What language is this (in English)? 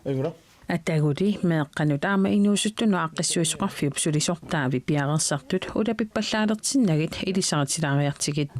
Kalaallisut